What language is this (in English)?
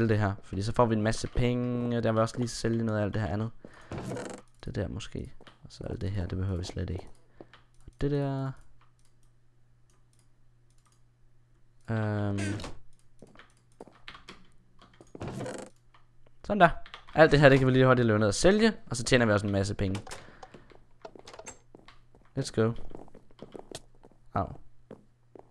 Danish